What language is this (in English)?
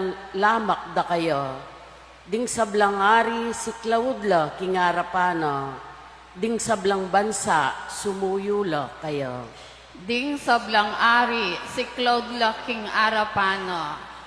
Pampanga